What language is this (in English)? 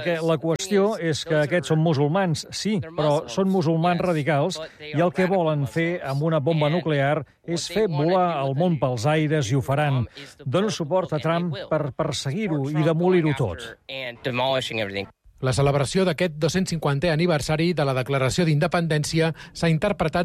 Catalan